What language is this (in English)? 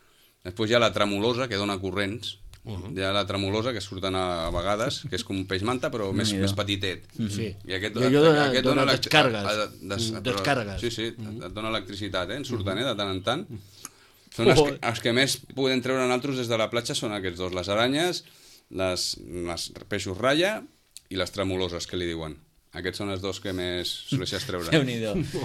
Catalan